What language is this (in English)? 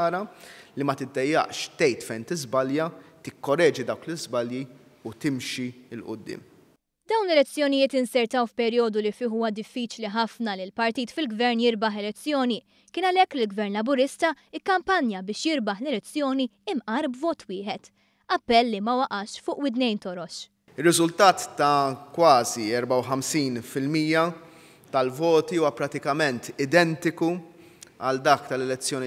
Maltese